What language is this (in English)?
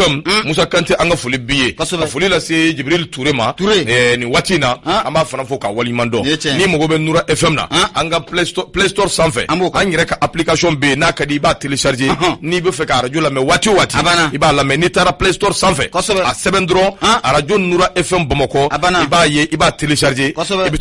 Bambara